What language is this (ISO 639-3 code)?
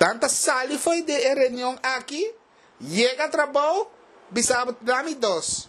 pap